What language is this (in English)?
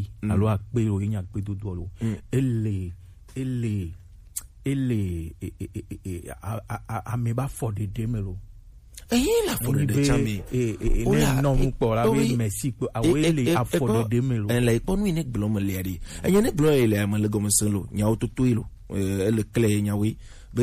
Gen